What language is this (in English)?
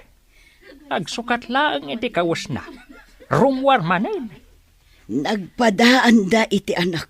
Iloko